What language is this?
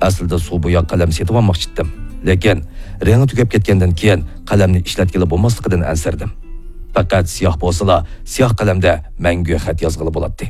Uyghur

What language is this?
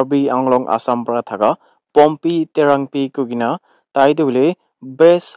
Naga Pidgin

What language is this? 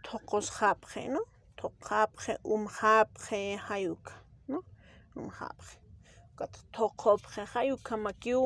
Aymara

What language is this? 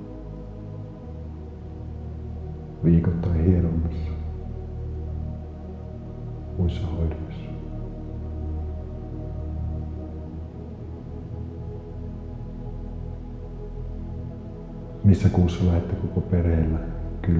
Finnish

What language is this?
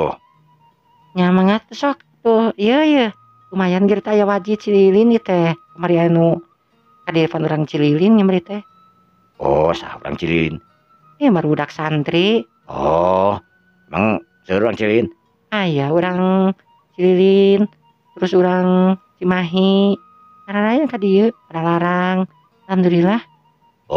Sundanese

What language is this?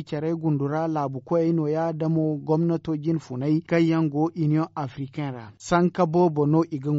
Zarma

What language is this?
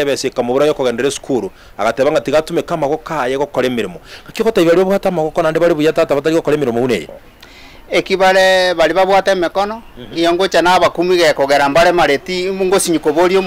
Gusii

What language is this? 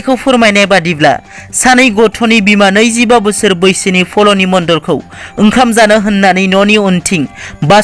Bodo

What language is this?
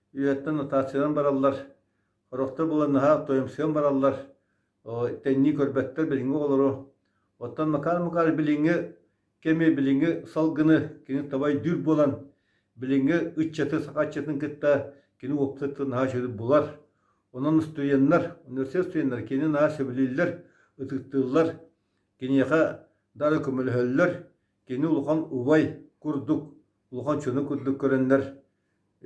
Yakut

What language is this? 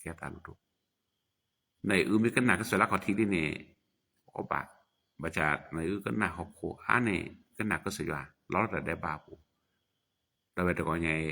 S'gaw Karen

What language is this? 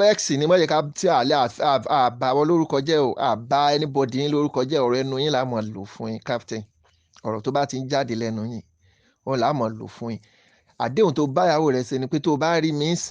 Yoruba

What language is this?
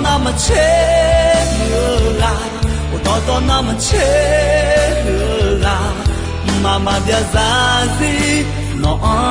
Akha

